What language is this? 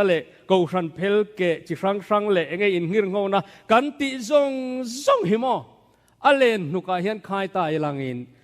Mizo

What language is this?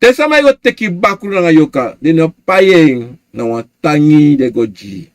Sranan Tongo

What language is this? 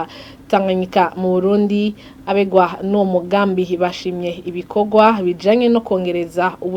Rundi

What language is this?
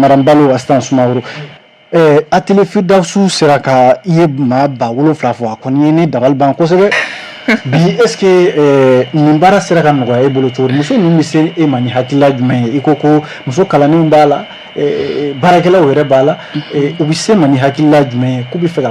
Bambara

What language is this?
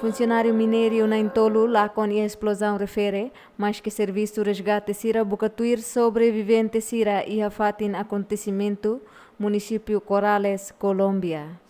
Tetum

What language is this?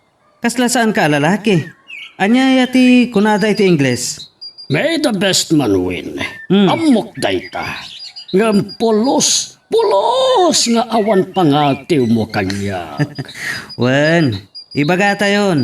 Iloko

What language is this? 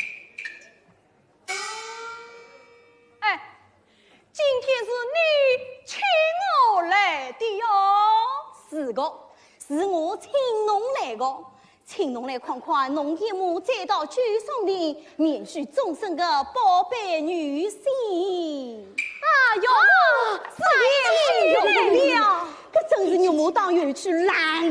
Wu Chinese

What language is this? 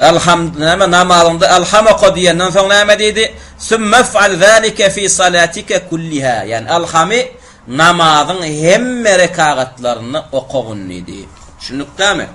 Turkmen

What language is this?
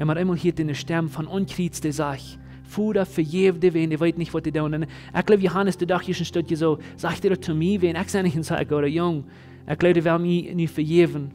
Plautdietsch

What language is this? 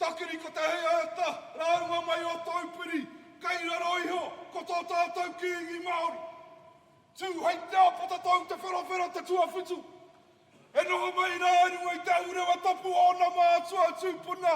Māori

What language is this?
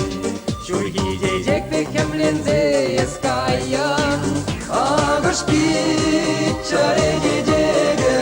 Chuvash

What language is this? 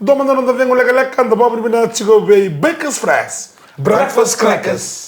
Fijian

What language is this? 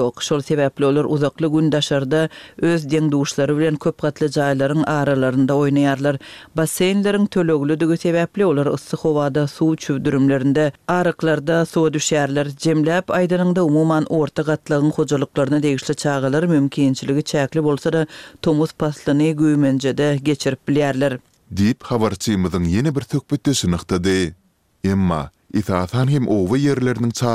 Turkmen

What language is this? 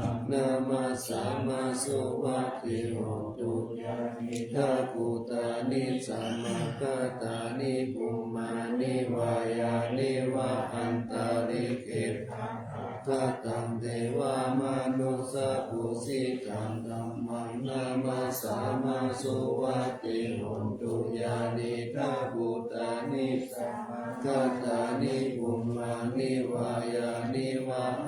Pali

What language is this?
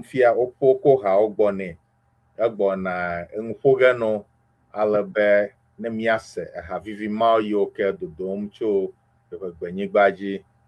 Ewe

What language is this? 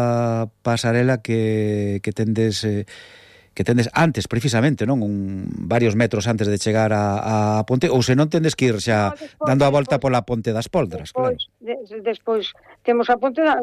Galician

